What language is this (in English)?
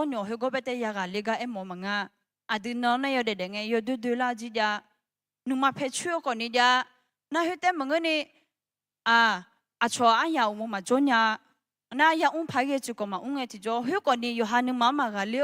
Akha